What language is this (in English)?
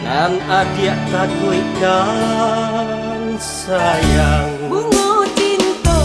Minangkabau